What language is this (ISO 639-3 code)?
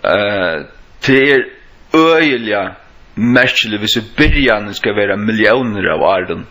fao